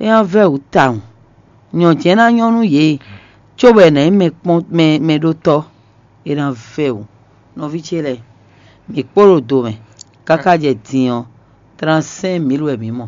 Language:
Fon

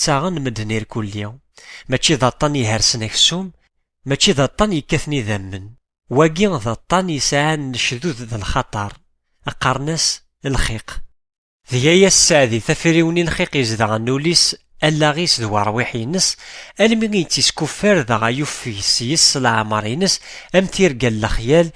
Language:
Kabyle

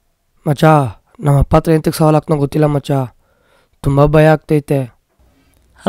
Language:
Kannada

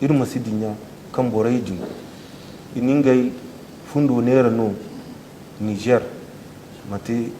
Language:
Zarma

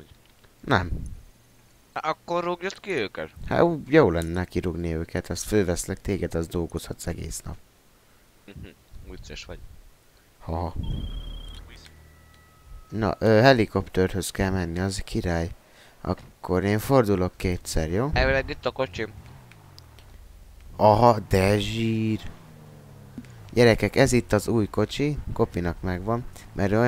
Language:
Hungarian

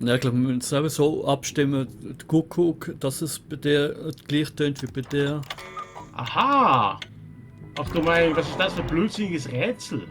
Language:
Swiss German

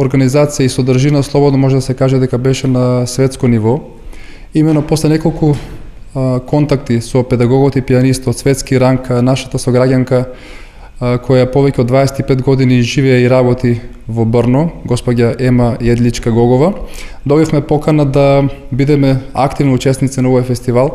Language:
Macedonian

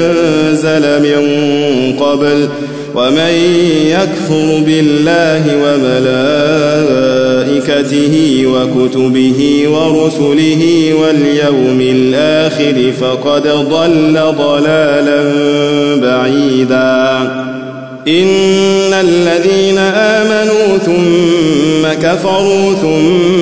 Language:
Arabic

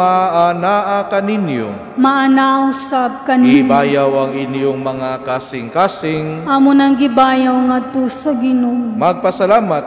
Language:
Cebuano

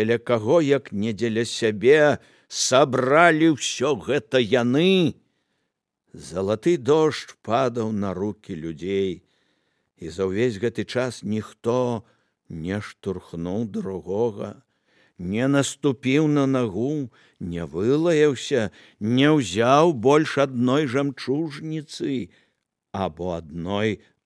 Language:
Belarusian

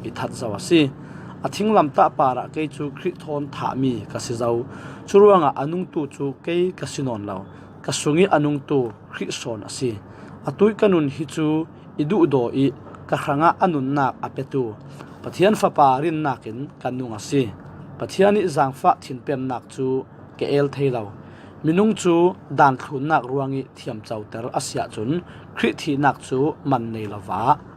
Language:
Falam Chin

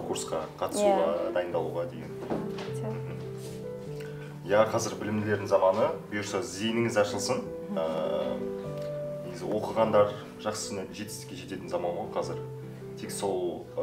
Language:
Kazakh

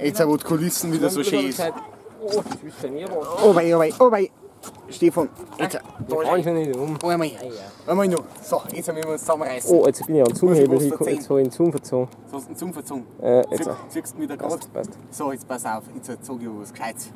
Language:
Bavarian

